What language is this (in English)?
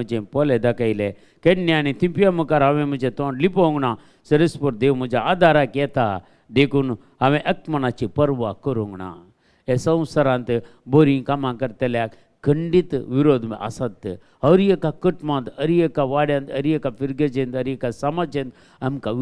Konkani